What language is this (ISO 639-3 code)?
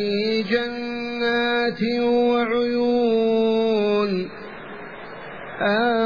ara